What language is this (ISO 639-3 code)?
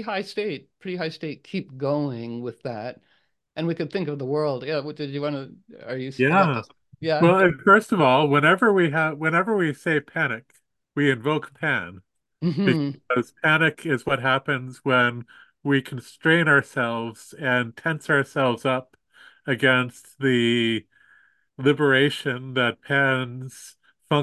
eng